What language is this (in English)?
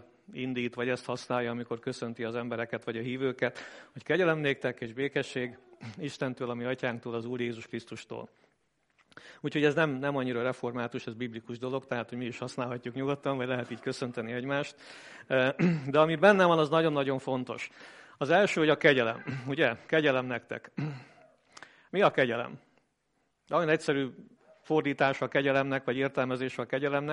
Hungarian